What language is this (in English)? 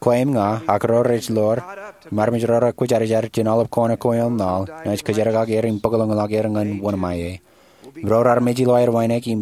Marshallese